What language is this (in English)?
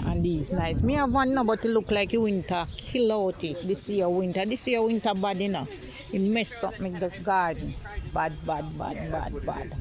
Jamaican Creole English